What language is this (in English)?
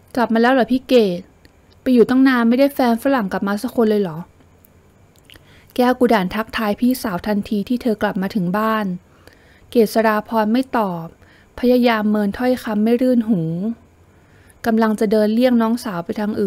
Thai